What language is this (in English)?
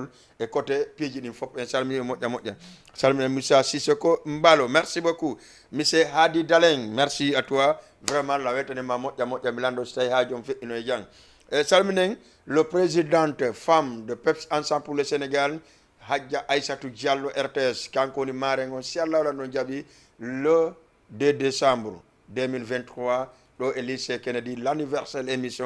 Fula